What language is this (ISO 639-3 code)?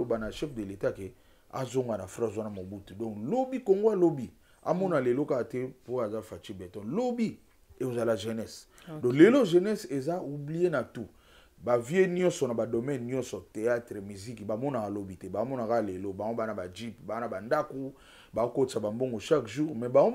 lin